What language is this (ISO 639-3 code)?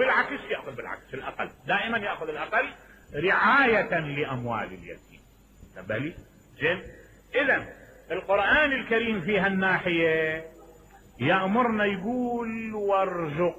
acm